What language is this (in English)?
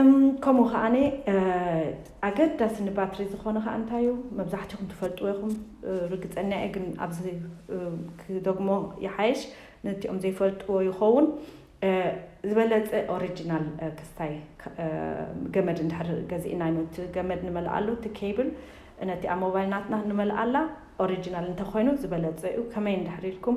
Tigrinya